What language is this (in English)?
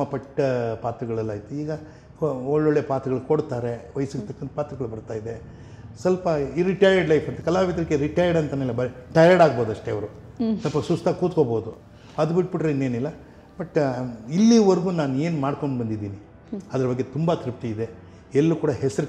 Kannada